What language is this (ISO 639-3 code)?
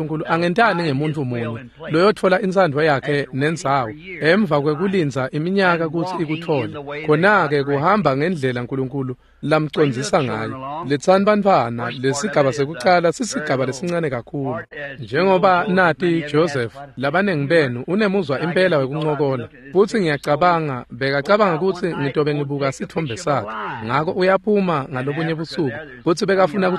ssw